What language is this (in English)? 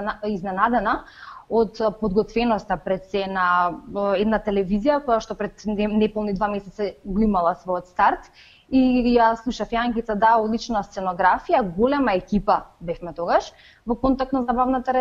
Macedonian